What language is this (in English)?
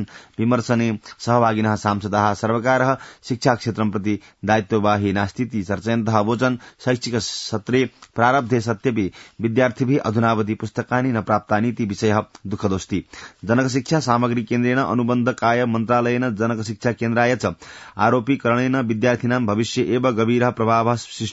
Sanskrit